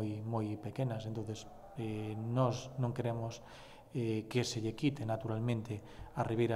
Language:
Galician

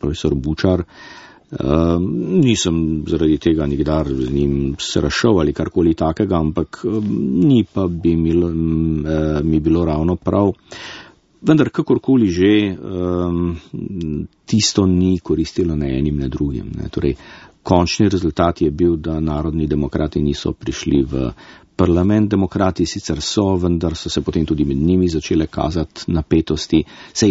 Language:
Slovenian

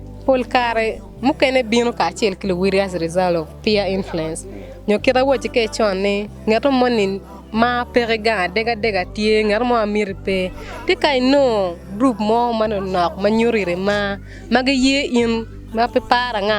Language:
Acoli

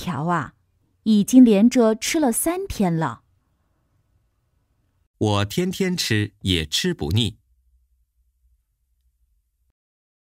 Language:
Chinese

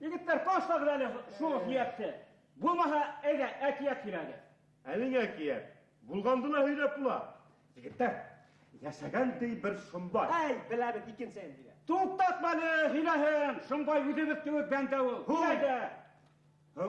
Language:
Bashkir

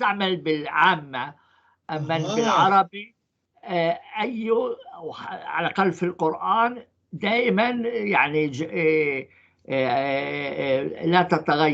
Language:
North Levantine Arabic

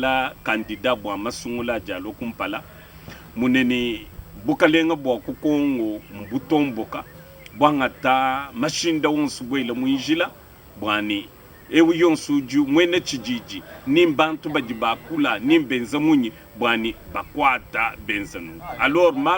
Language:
Luba-Lulua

